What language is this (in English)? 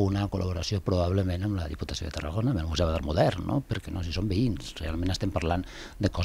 Catalan